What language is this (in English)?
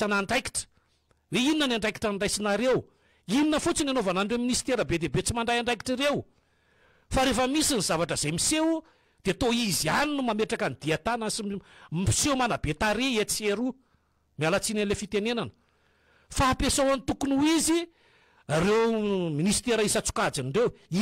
Malagasy